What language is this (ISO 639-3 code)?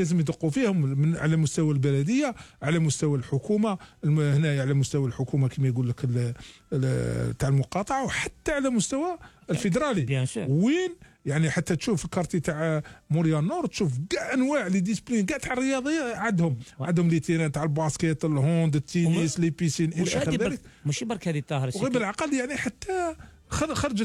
arq